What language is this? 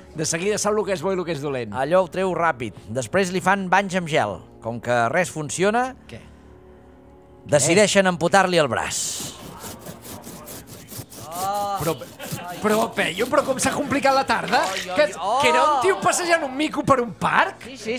Catalan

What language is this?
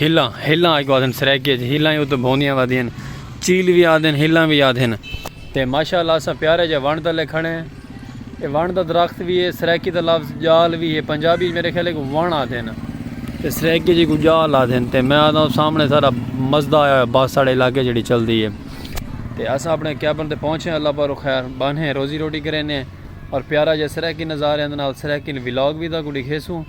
Saraiki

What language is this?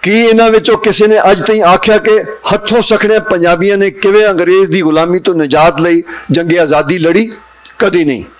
Western Panjabi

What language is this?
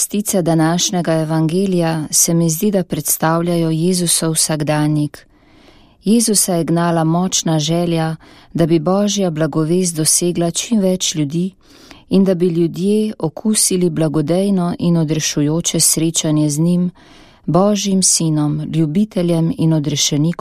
Slovenian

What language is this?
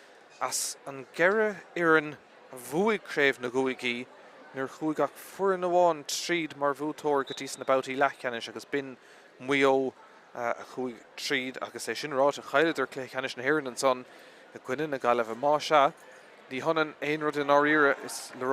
Irish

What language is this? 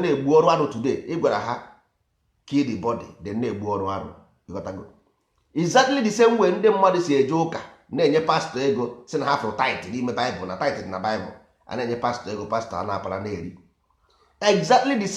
Igbo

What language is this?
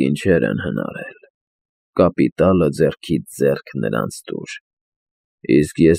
Armenian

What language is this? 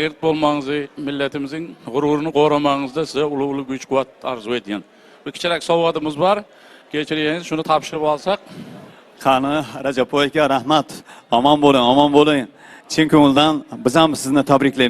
Turkmen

